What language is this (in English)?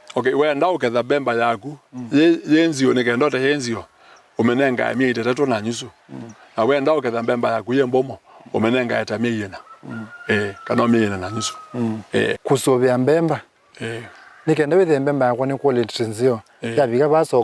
Kamba